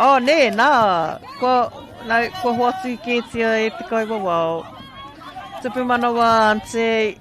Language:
Māori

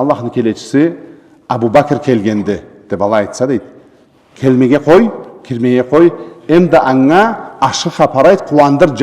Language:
Karachay-Balkar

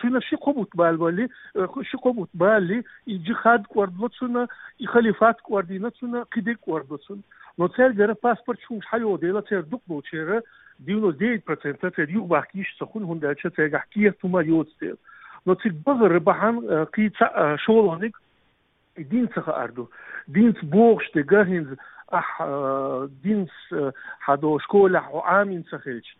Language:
Chechen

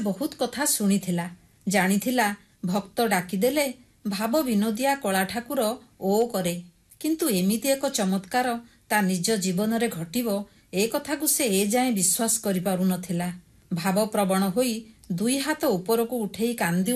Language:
Odia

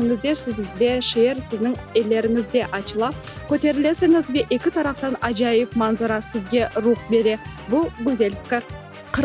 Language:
Crimean Tatar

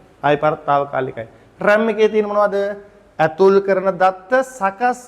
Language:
Sinhala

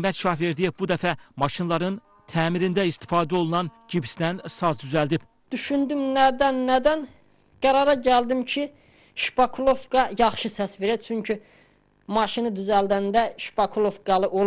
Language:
Azerbaijani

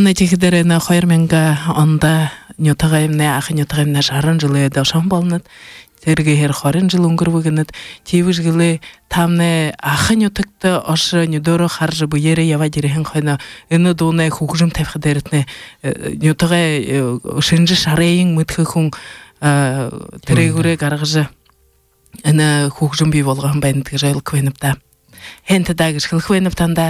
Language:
Buriat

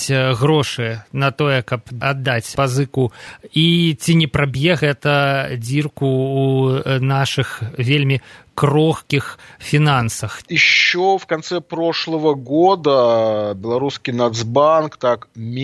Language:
Belarusian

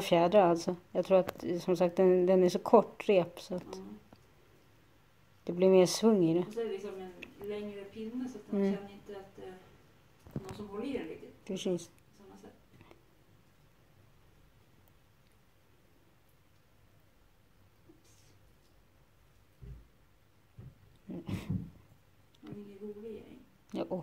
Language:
Swedish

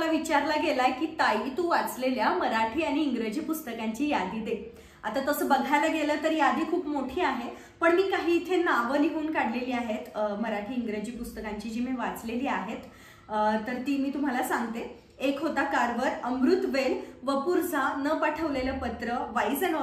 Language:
Marathi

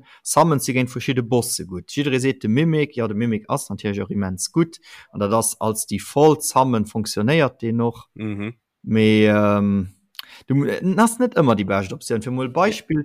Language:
Luxembourgish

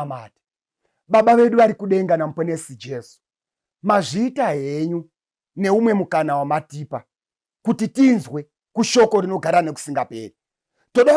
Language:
Shona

